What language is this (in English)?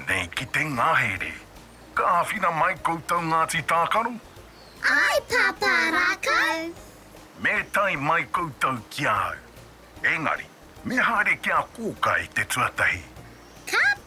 Māori